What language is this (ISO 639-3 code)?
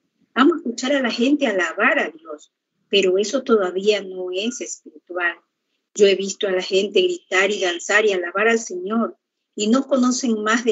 spa